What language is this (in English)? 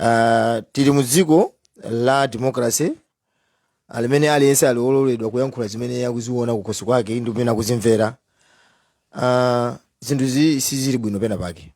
Nyanja